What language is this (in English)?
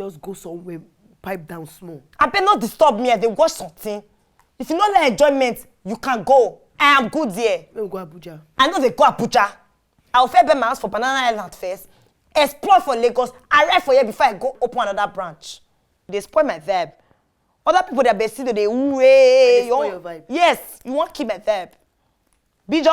Nigerian Pidgin